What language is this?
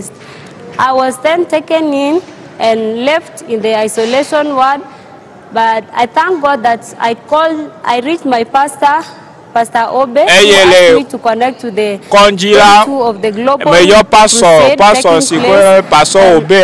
Ewe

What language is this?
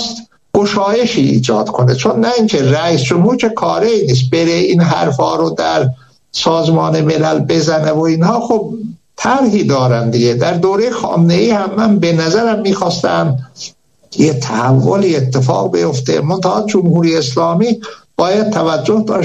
Persian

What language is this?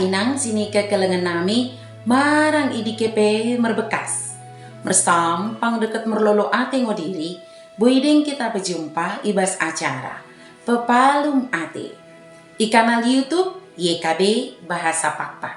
Batak Dairi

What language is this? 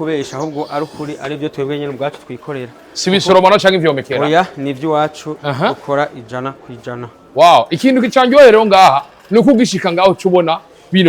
Rundi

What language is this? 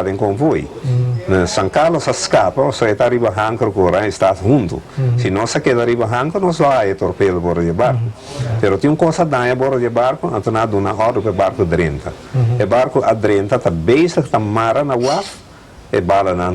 Papiamento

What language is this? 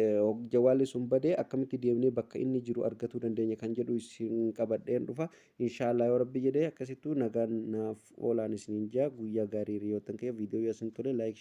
Oromo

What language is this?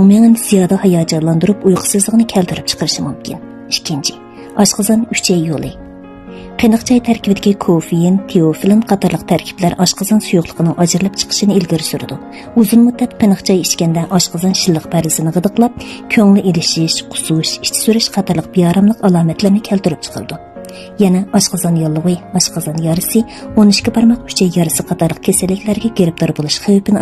Uyghur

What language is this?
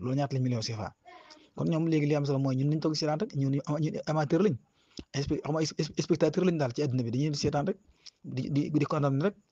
Wolof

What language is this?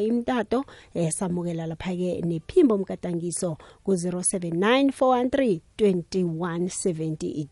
South Ndebele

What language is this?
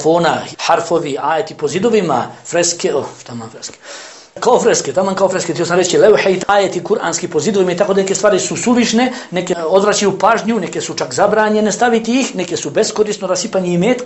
Bosnian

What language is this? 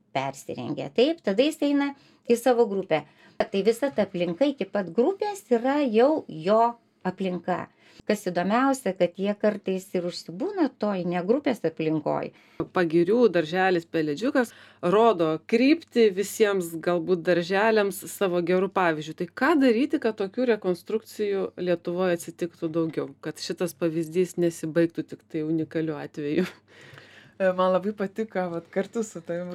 Lithuanian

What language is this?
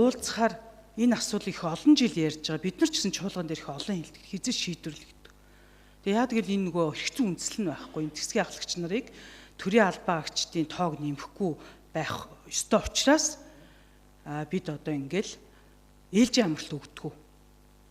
Mongolian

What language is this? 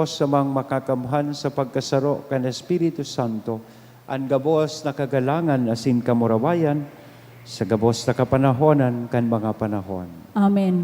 Bikol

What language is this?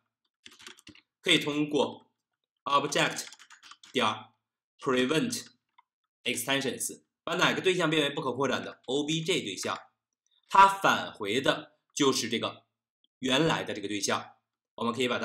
Chinese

